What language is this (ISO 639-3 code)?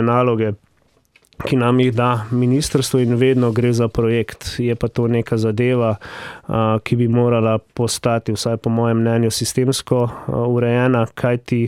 slv